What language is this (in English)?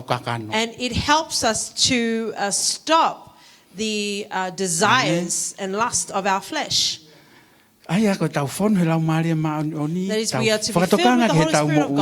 Tongan